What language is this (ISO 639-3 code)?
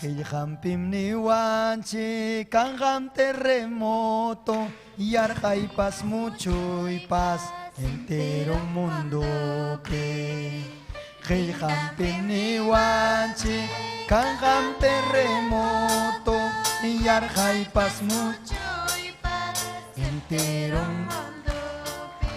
quy